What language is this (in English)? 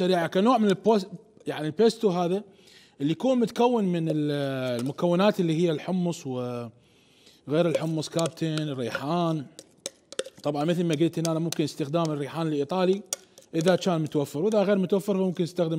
Mesopotamian Arabic